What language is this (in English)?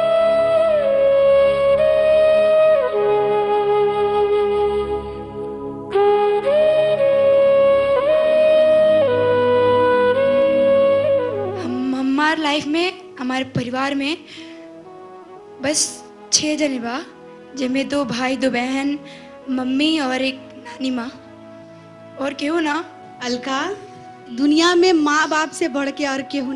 Bhojpuri